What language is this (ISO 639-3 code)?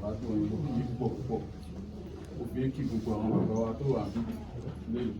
yor